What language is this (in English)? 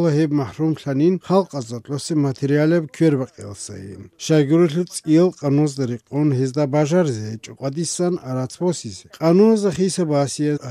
Avaric